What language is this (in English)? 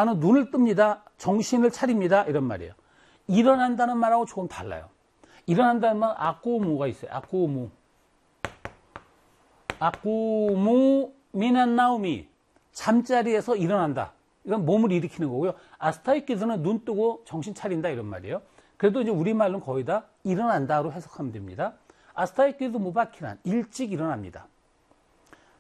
Korean